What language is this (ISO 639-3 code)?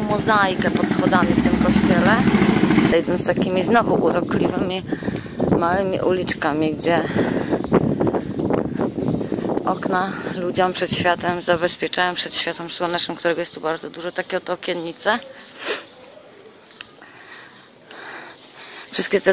pol